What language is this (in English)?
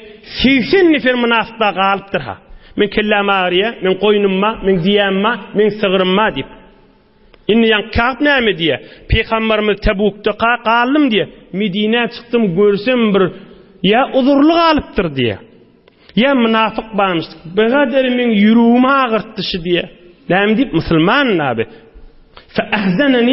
Turkmen